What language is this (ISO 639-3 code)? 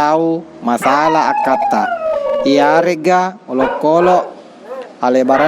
bug